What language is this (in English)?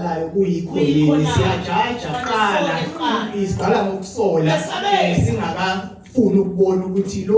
Zulu